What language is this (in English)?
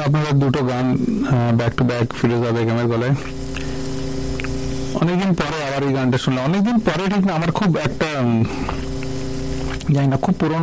Bangla